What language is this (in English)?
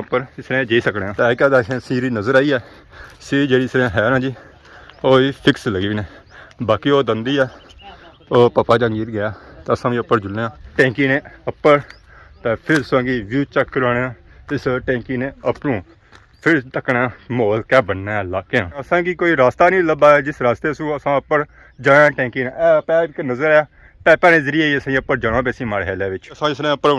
Pahari-Potwari